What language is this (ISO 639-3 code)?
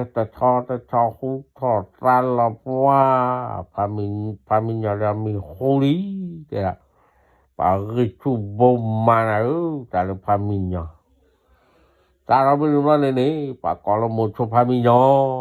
ksw